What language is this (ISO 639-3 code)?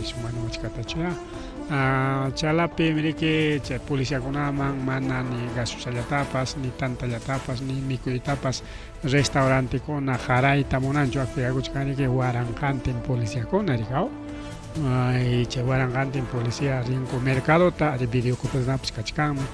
quy